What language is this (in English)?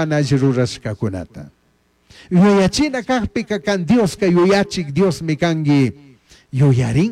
Chimborazo Highland Quichua